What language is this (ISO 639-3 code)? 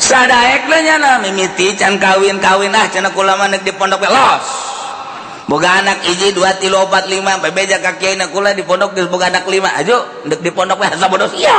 sun